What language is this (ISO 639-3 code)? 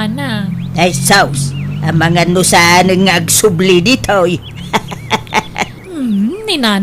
ilo